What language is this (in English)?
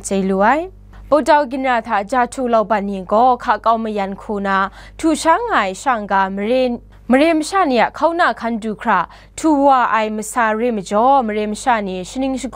Kachin